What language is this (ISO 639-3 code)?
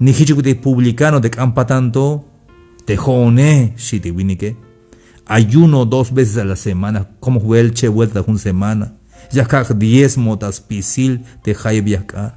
tzh